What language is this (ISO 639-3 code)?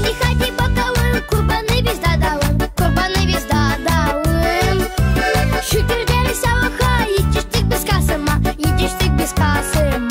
gag